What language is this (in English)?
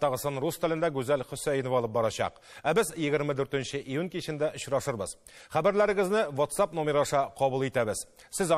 Tatar